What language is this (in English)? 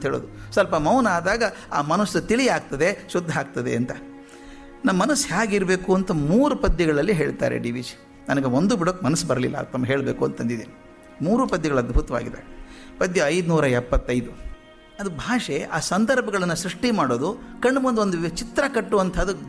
Kannada